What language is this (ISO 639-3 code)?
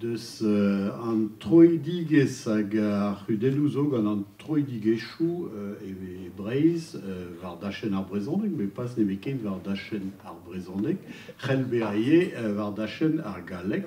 bre